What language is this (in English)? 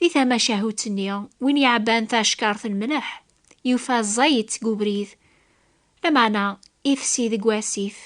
Kabyle